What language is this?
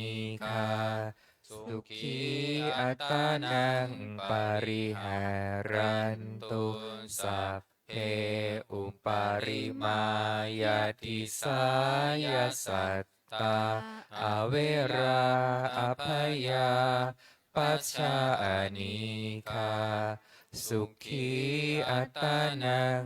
Pali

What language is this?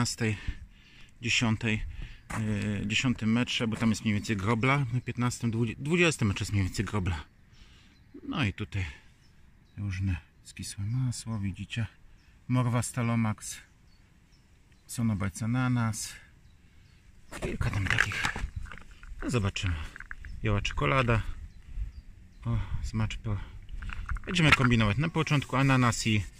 Polish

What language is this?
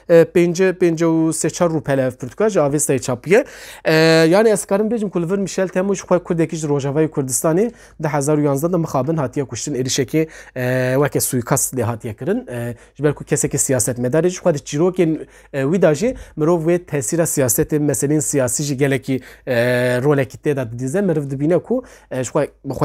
Kurdish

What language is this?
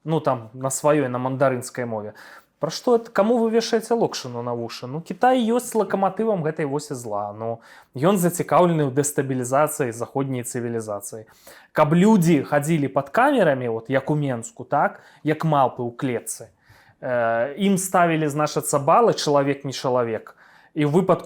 Belarusian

